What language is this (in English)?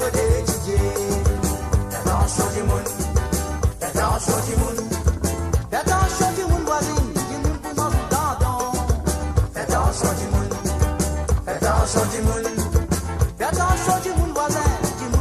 Morisyen